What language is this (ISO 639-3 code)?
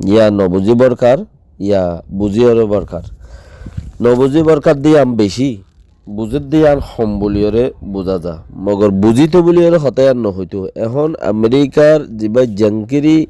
rhg